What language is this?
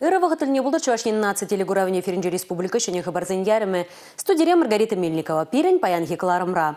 Chuvash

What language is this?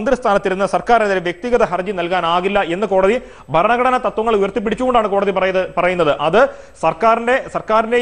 Malayalam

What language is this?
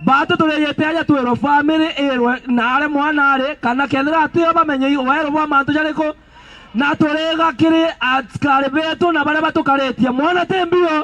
Meru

